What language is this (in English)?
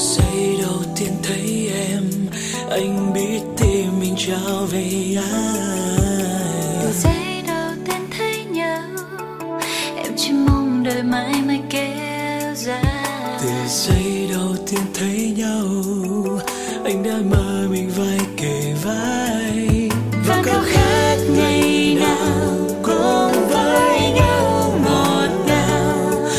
Vietnamese